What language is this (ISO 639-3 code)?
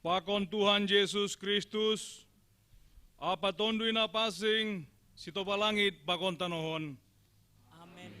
bts